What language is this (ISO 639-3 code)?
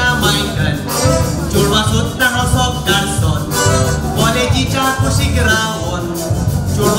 kok